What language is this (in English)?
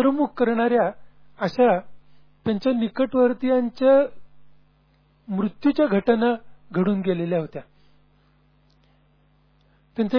Marathi